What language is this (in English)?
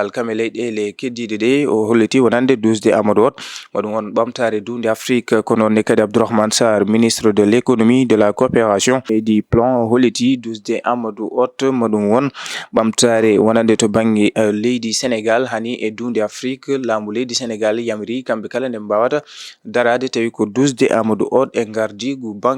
Fula